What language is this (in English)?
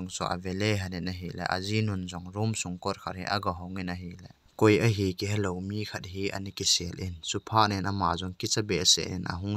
Thado Chin